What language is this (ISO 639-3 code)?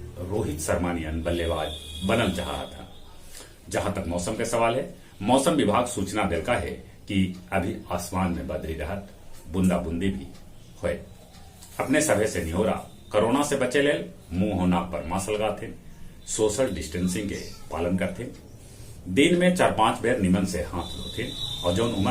mag